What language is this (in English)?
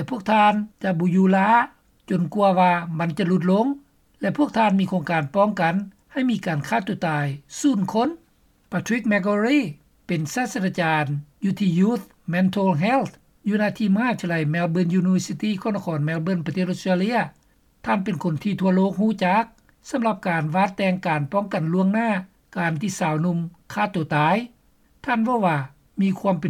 Lao